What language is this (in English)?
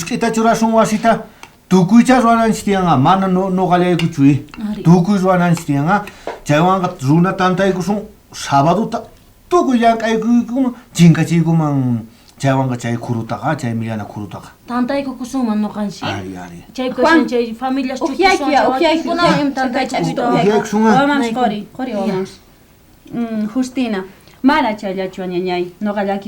South Bolivian Quechua